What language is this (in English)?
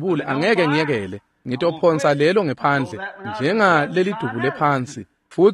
Swati